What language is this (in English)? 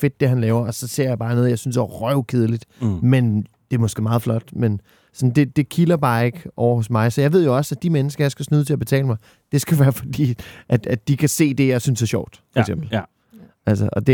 Danish